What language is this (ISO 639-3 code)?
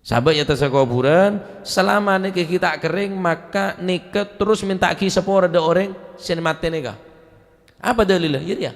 mad